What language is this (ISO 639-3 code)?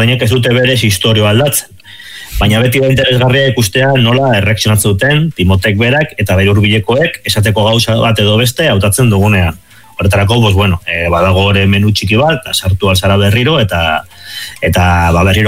eus